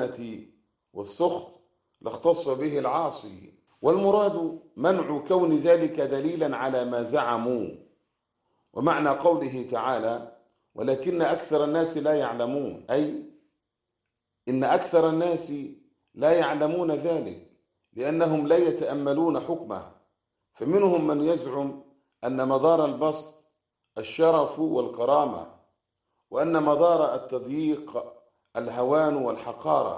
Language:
Arabic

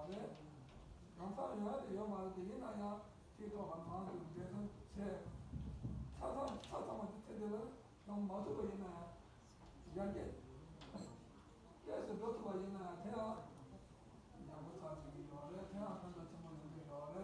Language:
Tibetan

